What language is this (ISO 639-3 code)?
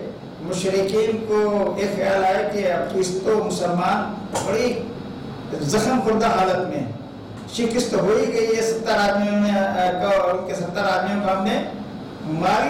urd